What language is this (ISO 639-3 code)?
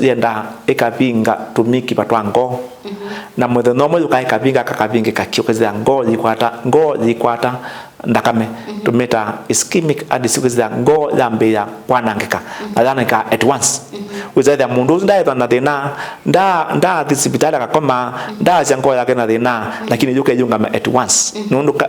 kam